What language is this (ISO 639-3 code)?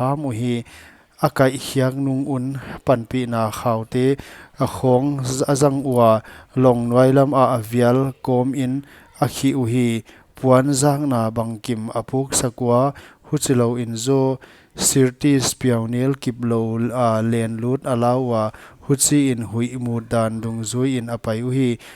pck